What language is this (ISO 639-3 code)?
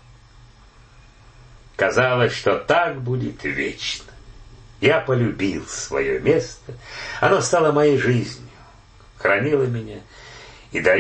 rus